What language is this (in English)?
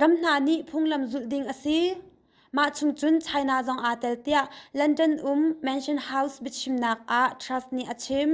Hakha Chin